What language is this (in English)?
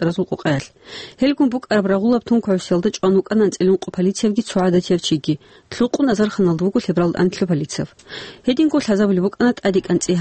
Avaric